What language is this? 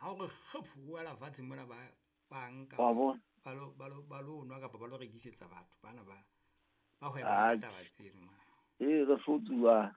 Southern Sotho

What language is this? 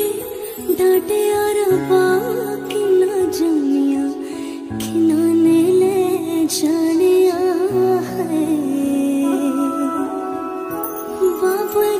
Punjabi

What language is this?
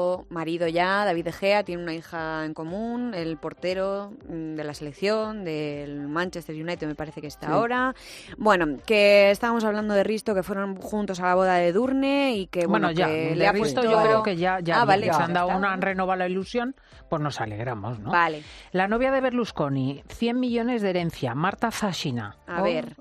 Spanish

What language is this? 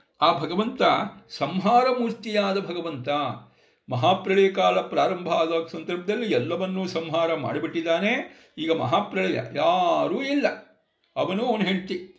Kannada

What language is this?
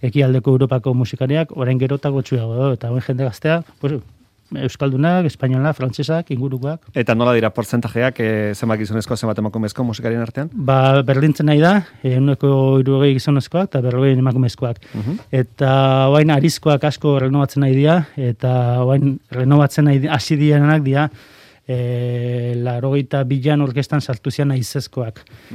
Basque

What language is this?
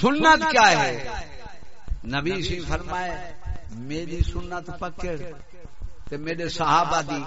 Saraiki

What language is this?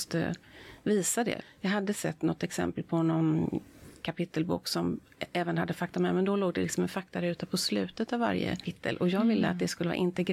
Swedish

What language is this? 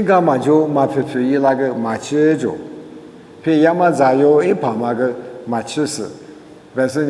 Lisu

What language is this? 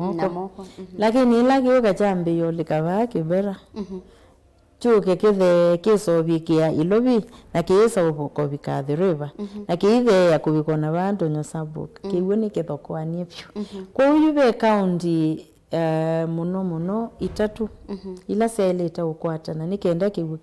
Kamba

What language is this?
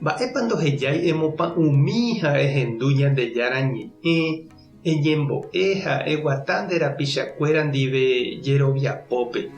Guarani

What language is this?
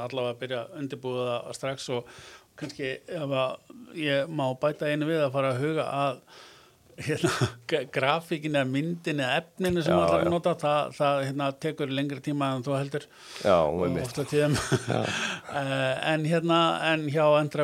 Icelandic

